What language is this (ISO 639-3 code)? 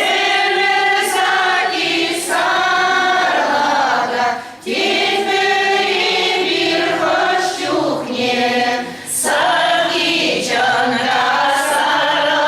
chv